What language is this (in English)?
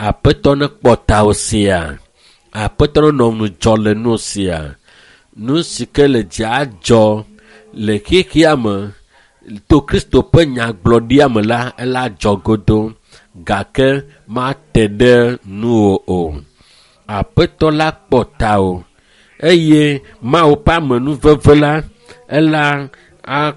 Ewe